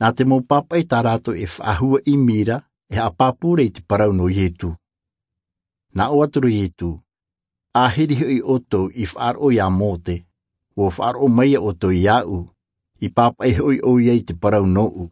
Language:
Tahitian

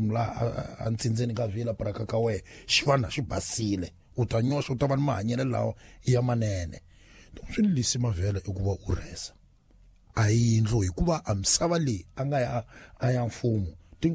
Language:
Tsonga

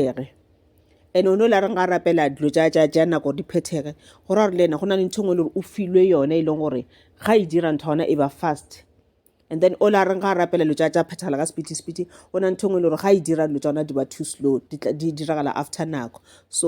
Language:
Northern Sotho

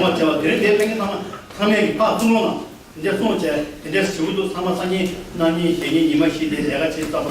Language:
Tibetan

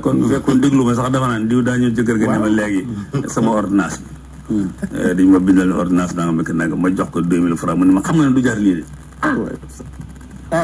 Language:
Wolof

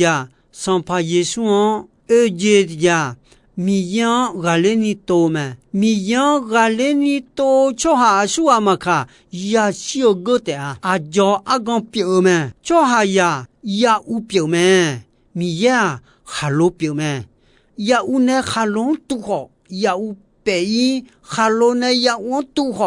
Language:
Akha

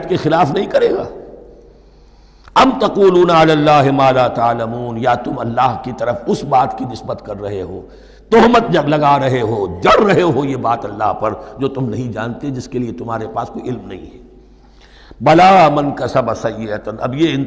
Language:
Urdu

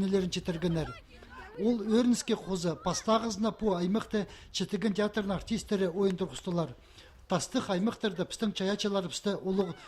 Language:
Khakas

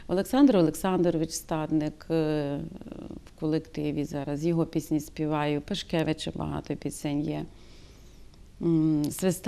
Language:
Ukrainian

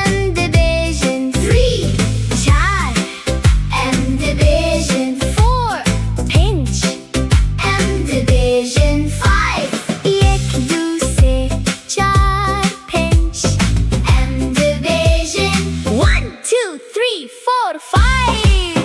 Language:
Kurdish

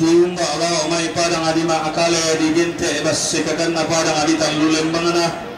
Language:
Toraja-Sa'dan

